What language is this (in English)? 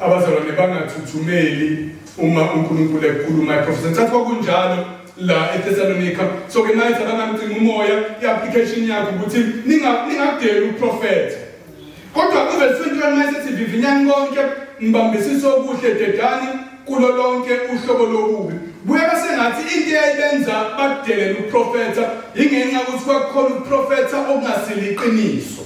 Zulu